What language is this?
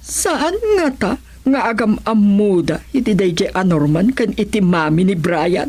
Iloko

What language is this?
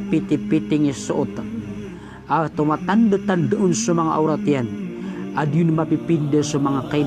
Maranao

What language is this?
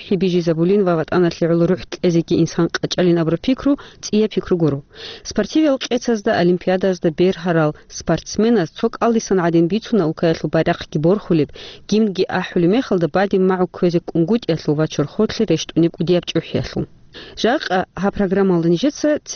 Avaric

